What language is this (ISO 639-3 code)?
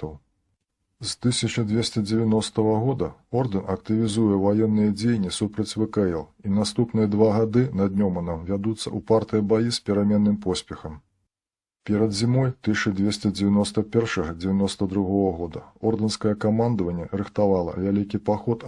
bel